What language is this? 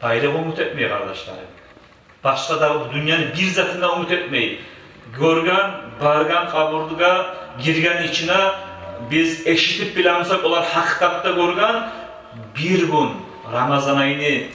Kumyk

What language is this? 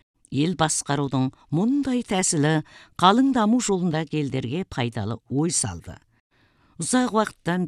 Kazakh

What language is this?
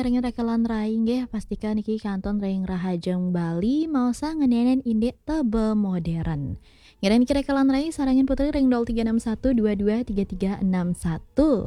Balinese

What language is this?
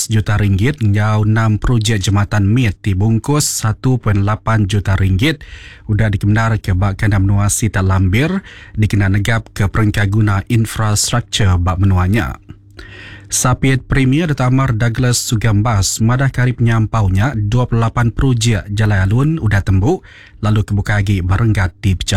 Iban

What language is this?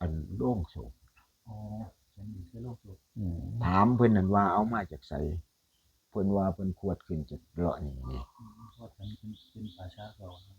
Northeastern Thai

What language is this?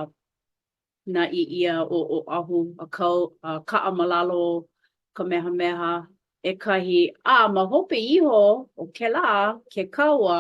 Hawaiian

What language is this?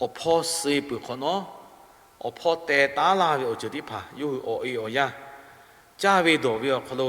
Lahu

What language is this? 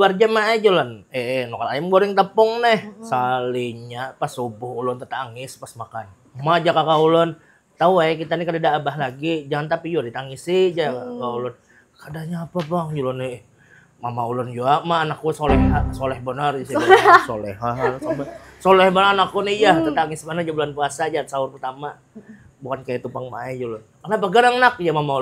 Banjar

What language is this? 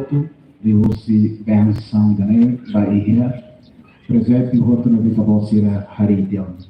Tetum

